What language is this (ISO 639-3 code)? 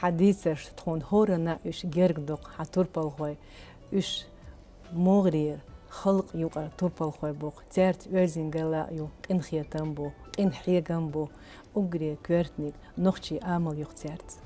che